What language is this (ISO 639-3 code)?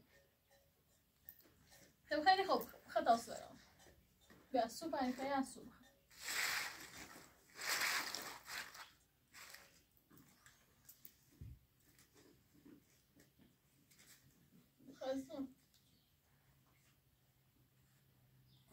fas